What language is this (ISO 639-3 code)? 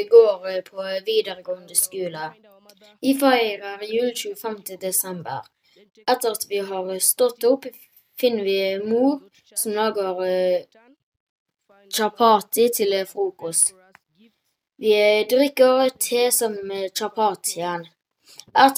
nor